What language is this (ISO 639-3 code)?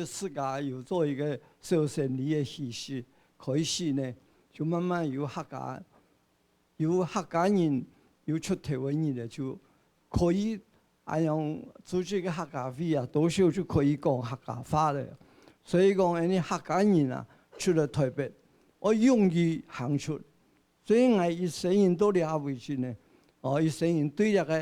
hak